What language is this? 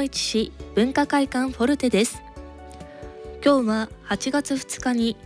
Japanese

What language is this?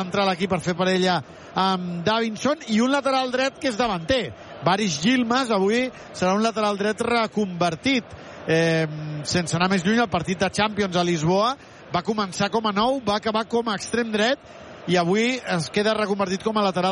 Catalan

